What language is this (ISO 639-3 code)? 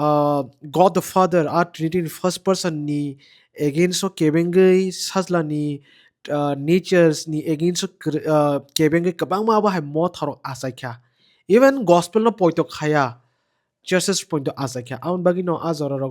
trp